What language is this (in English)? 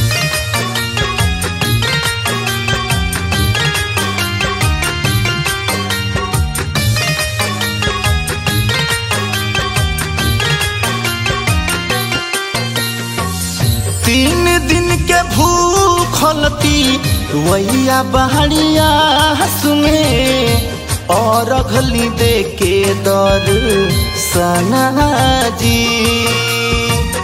Bhojpuri